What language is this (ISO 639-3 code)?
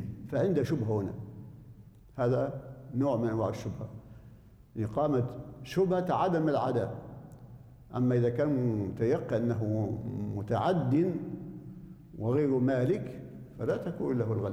ara